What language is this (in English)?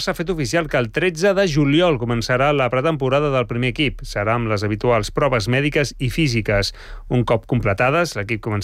Catalan